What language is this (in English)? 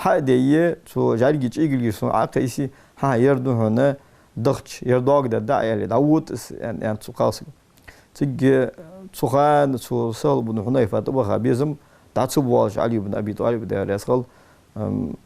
Ingush